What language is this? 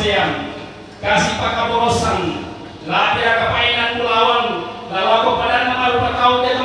Toraja-Sa'dan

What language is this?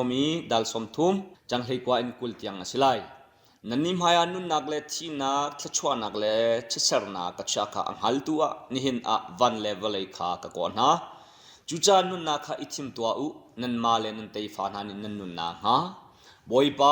Hakha Chin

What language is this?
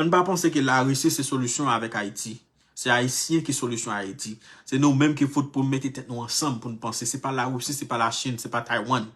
Haitian Creole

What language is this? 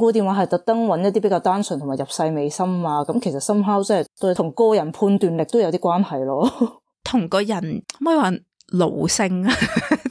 Cantonese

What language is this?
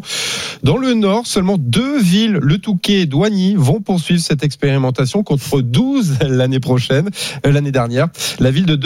French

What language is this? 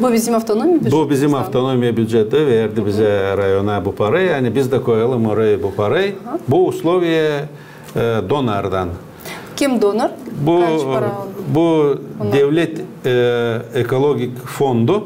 Gagauz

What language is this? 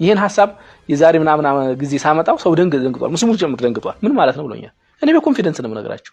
Amharic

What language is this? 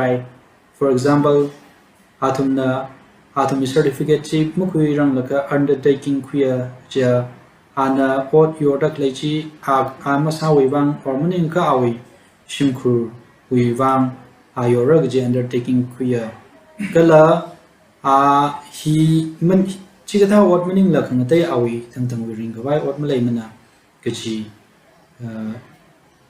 Tangkhul Naga (India)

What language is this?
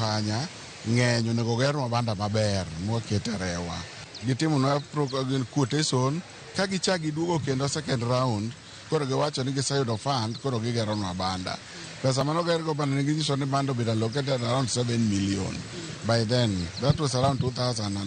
Luo (Kenya and Tanzania)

